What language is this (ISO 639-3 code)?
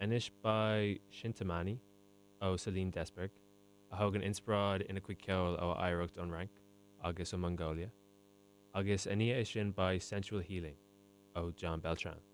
gle